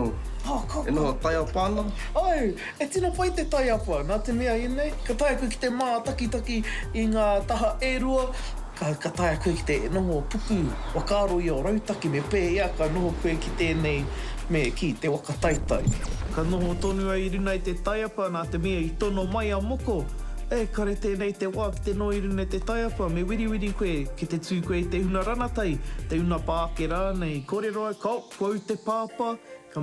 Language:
Māori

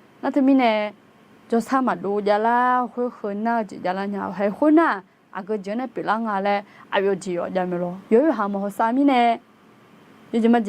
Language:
Akha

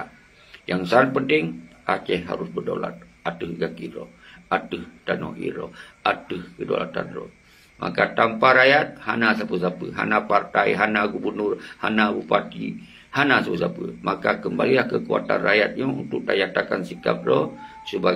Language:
Achinese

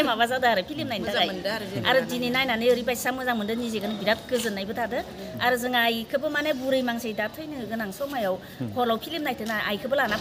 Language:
Bodo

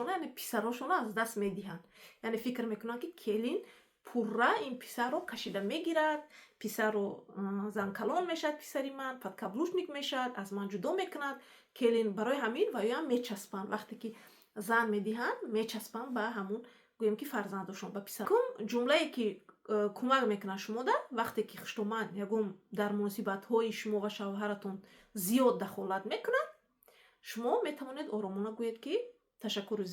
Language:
Tajik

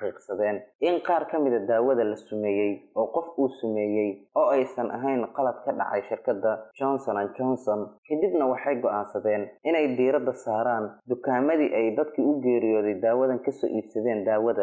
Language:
Somali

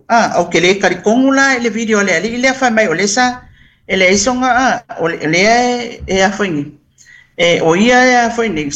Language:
Samoan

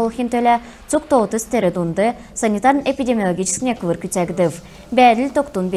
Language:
Kalmyk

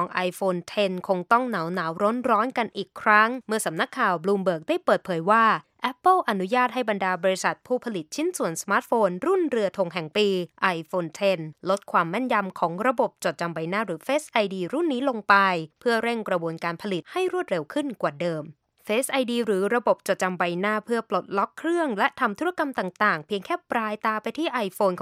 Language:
Thai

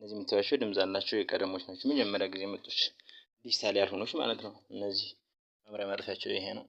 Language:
Amharic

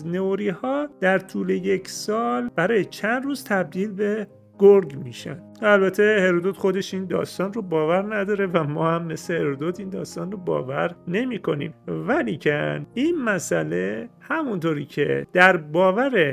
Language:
Persian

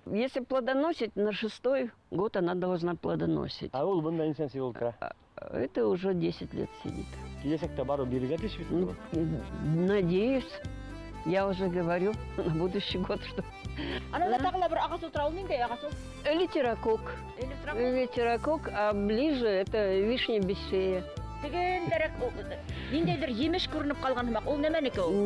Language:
Bashkir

